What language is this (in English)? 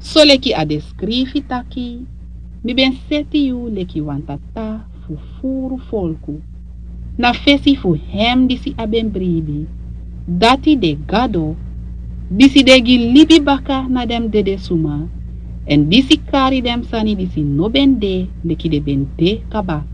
Sranan Tongo